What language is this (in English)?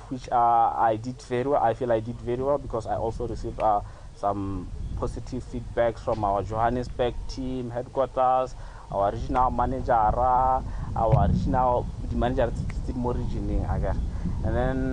Tswana